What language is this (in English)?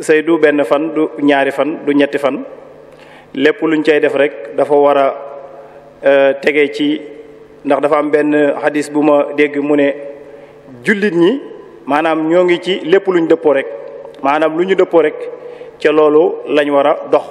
Wolof